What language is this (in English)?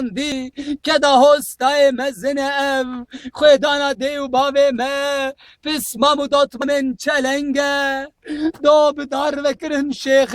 Kurdish